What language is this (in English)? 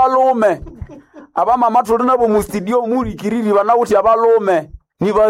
Nande